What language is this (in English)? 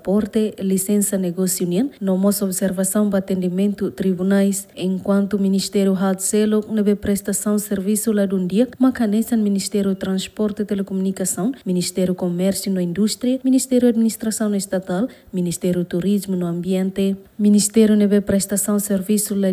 Tetum